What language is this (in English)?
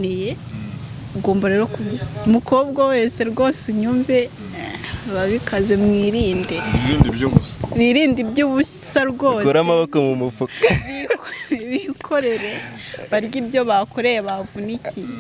Kinyarwanda